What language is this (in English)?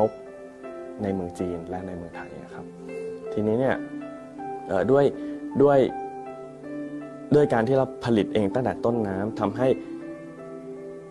Thai